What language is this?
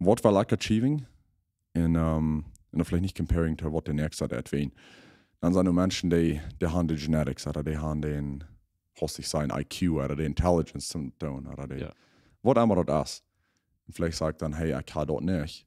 Plautdietsch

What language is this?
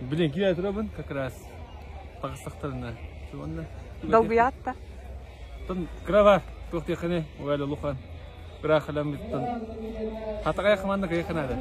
Yakut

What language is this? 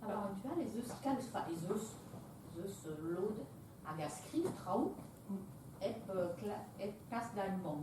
Breton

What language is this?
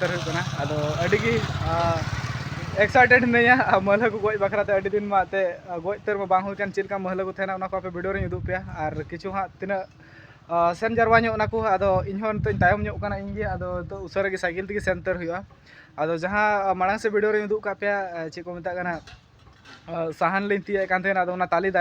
Santali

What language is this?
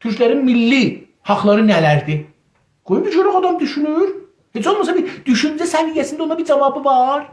South Azerbaijani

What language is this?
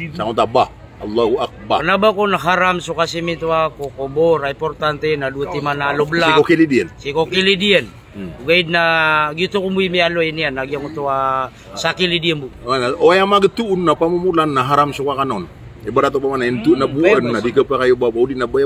Maranao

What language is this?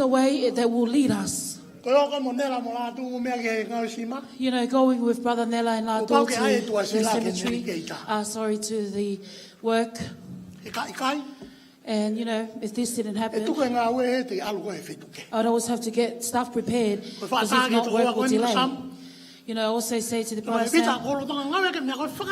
Tongan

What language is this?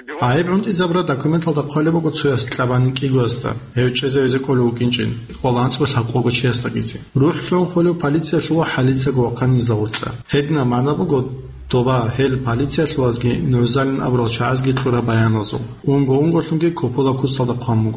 Avaric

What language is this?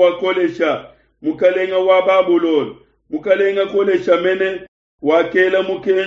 Luba-Lulua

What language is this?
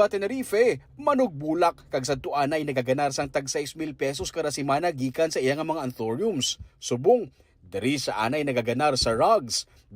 Hiligaynon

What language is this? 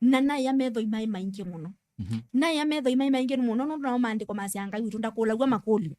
Kamba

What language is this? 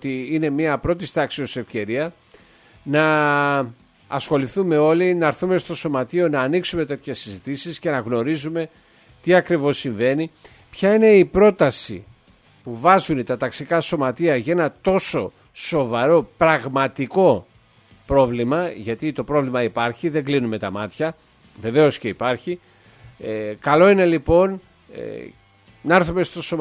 Greek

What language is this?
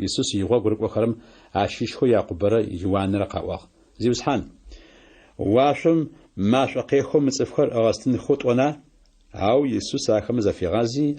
Adyghe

